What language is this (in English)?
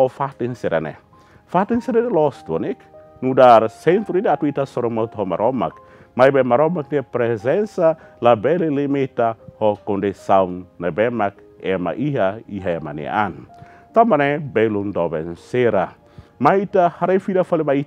Tetum